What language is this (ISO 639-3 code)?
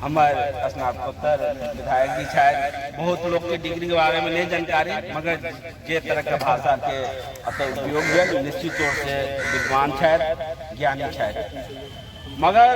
mai